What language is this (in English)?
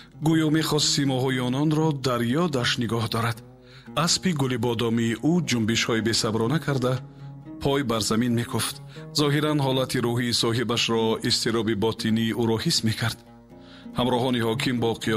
Tajik